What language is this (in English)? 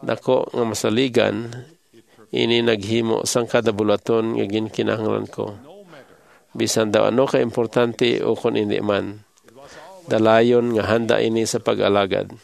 Hiligaynon